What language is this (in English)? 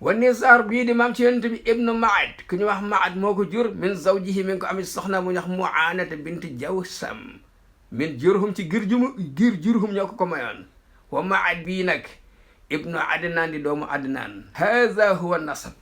Wolof